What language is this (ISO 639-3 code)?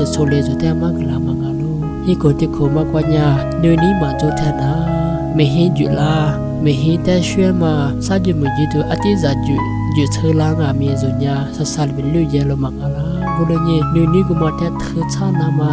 lis